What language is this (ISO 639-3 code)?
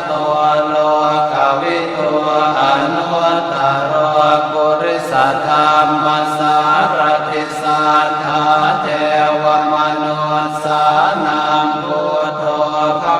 pli